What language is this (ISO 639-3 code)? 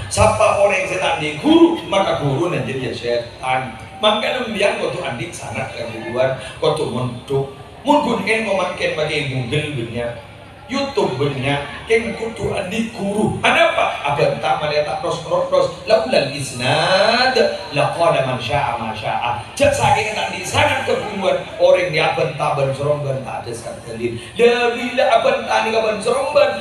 mad